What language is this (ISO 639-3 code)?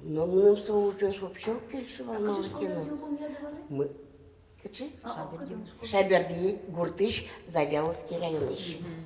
udm